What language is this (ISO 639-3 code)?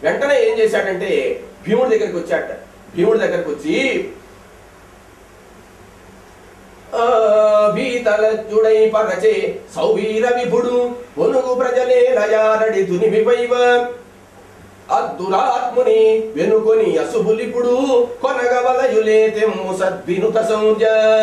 tel